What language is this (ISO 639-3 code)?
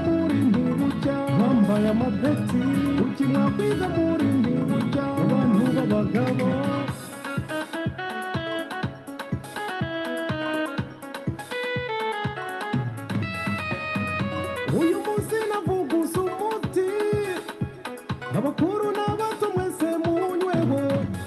kin